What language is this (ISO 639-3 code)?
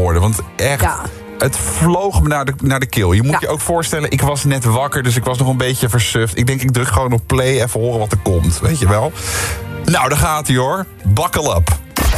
nld